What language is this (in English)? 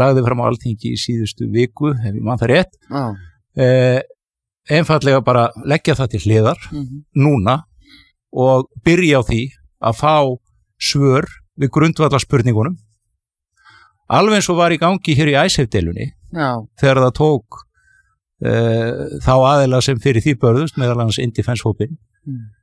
Icelandic